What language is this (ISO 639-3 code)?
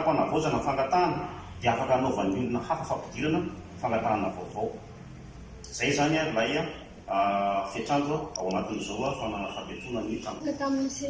mlg